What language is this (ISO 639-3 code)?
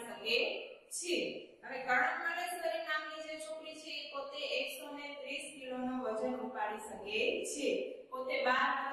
guj